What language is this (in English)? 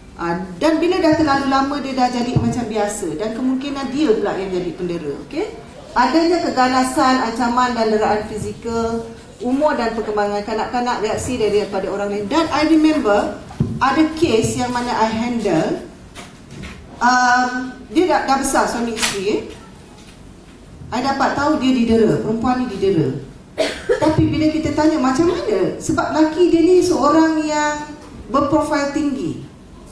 Malay